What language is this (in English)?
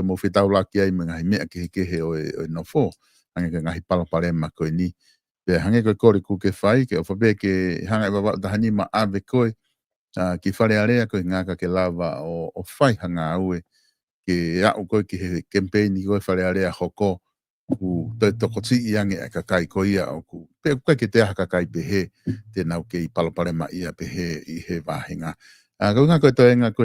Tongan